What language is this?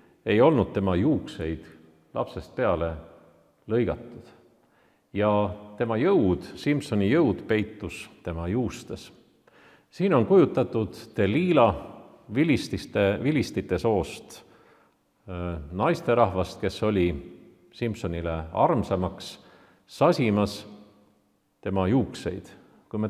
Estonian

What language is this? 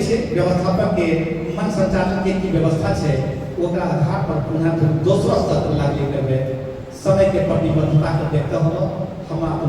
Angika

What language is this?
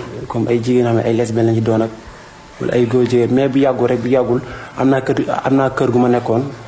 Wolof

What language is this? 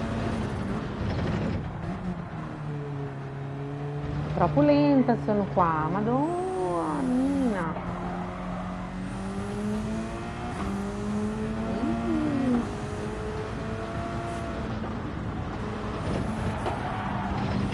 Italian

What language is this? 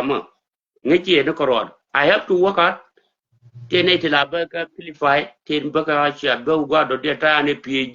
Nuer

